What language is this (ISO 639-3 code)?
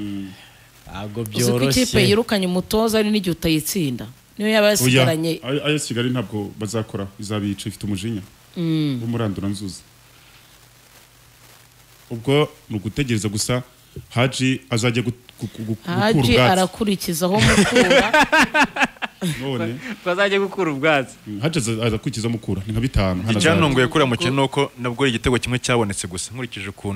kin